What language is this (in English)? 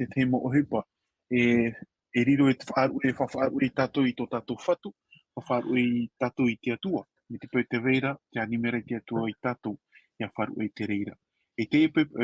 Tahitian